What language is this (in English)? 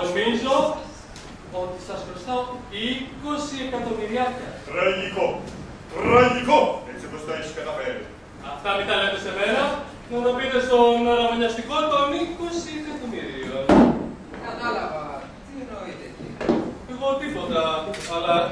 Greek